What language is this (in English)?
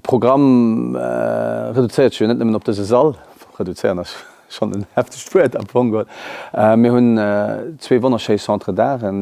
Luxembourgish